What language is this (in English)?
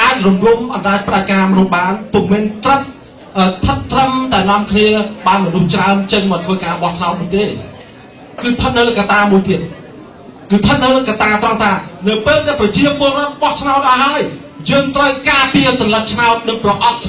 Khmer